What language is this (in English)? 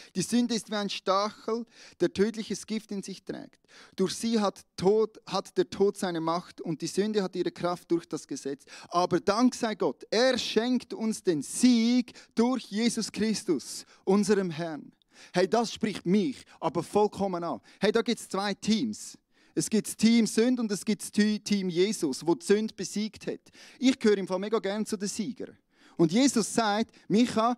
Swiss German